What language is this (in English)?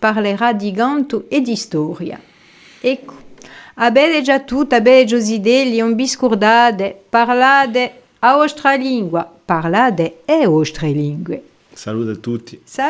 Corsican